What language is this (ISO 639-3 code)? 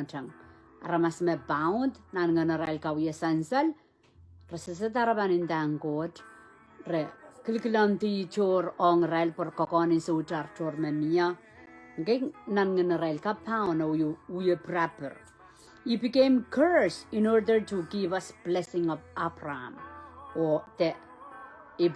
pon